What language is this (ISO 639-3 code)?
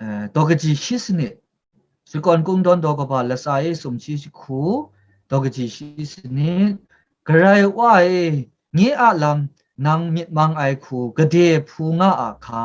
kac